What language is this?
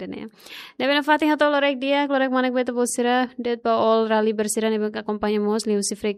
Tetum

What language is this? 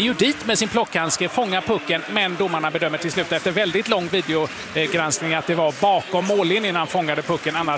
Swedish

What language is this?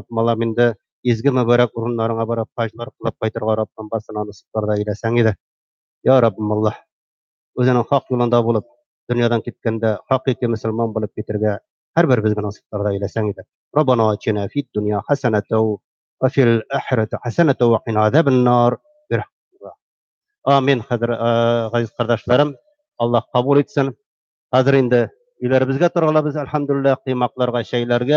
Tatar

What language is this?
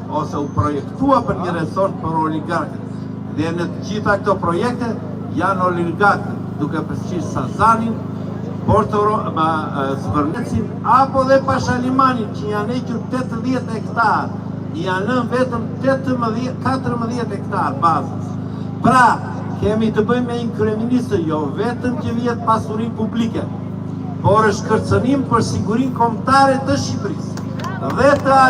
Albanian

